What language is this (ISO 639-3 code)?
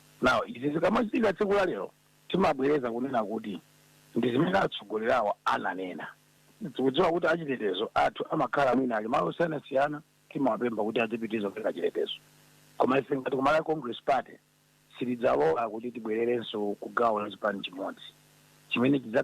nya